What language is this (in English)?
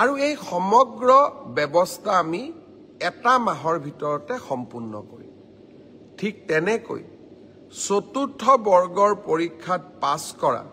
Assamese